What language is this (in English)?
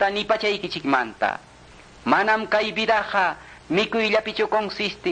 Quechua